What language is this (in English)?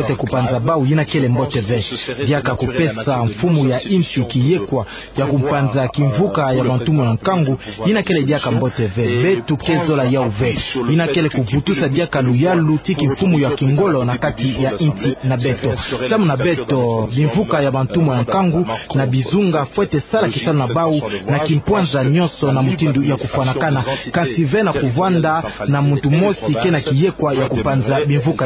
Kituba (Democratic Republic of Congo)